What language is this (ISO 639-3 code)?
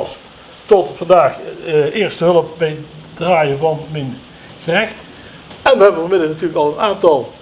lim